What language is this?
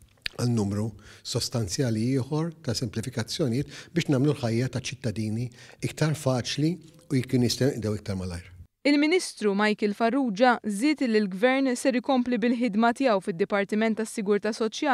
Maltese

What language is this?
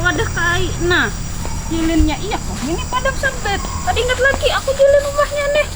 Banjar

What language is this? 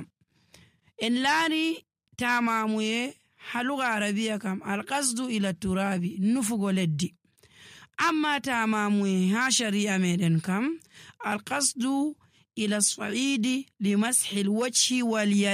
Nigerian Fulfulde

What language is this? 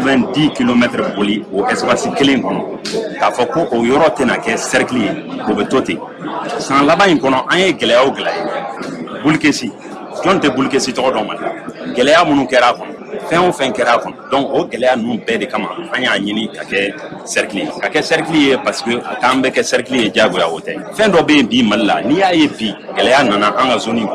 Bambara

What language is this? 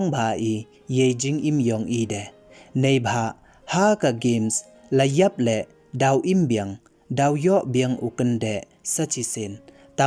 Pnar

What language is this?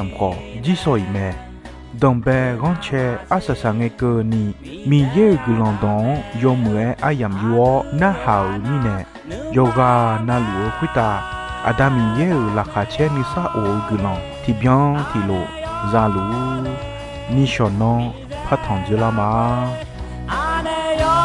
Akha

